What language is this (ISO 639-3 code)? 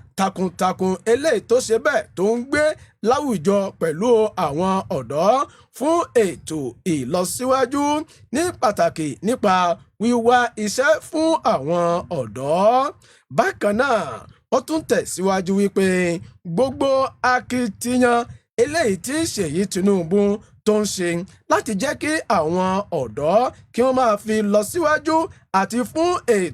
yor